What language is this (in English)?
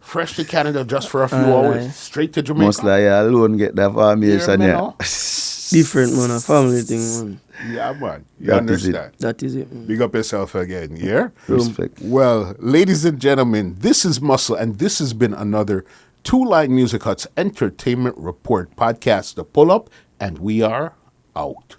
Jamaican Creole English